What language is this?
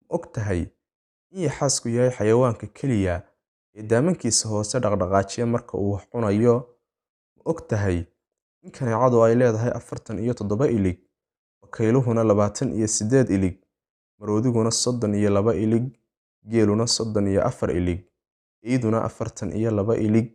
Somali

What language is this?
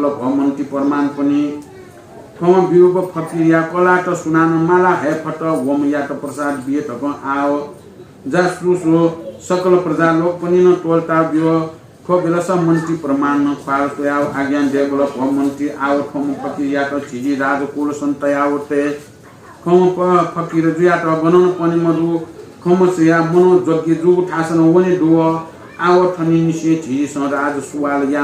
Newari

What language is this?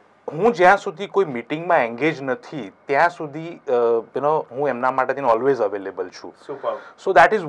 Gujarati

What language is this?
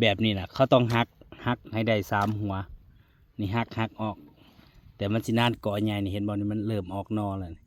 Northeastern Thai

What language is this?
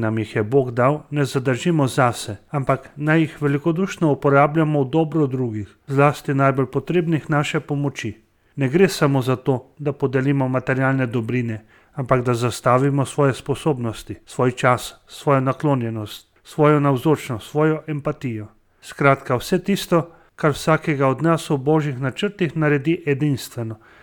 Slovenian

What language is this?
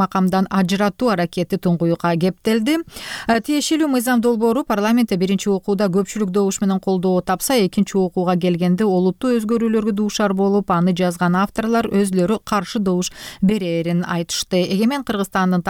Kyrgyz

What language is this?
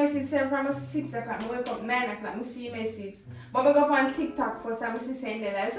Jamaican Creole English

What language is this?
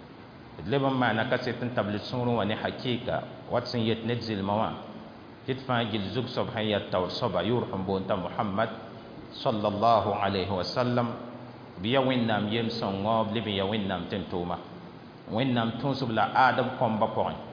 Mossi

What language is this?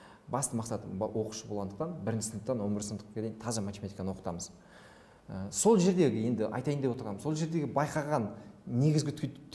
Kazakh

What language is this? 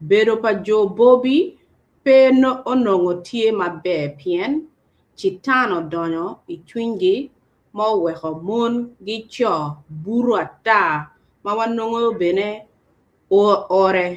Acoli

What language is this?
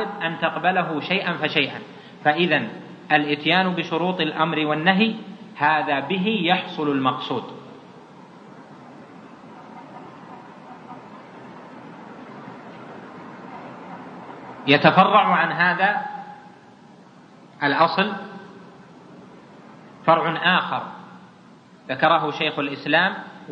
Arabic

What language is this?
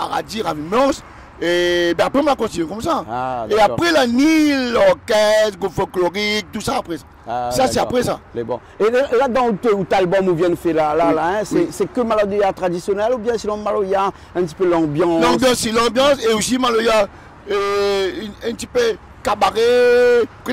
Réunion Creole French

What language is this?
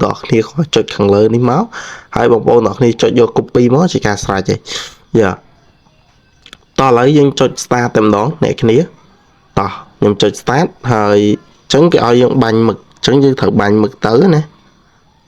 Khmer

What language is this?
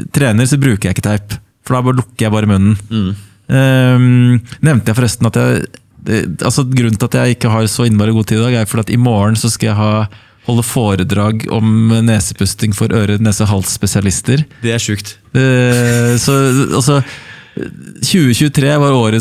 Norwegian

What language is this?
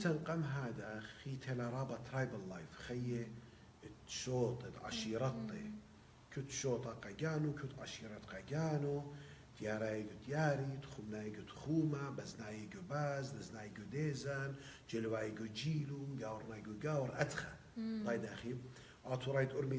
Assyrian Neo-Aramaic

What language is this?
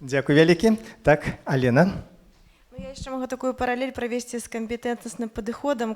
Belarusian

